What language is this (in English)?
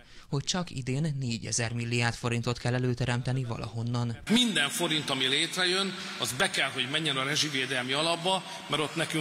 Hungarian